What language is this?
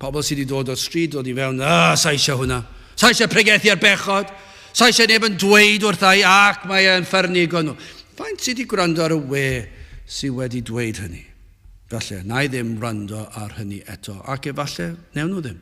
Welsh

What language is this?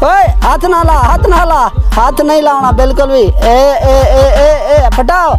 Saraiki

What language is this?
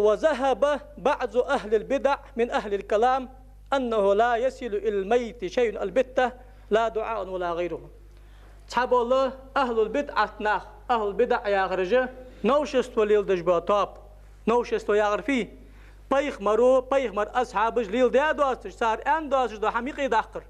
Ingush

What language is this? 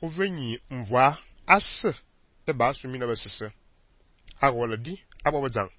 Fang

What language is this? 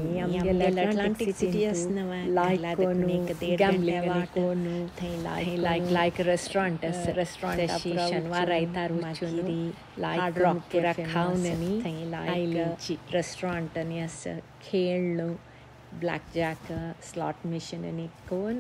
Konkani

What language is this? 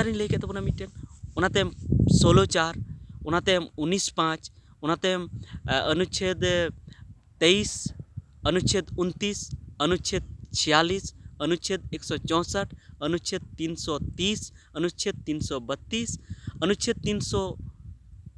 Santali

